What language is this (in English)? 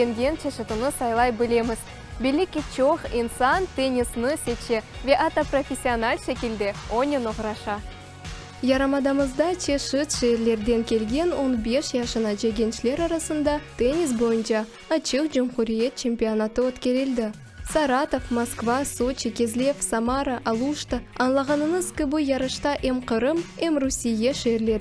Crimean Tatar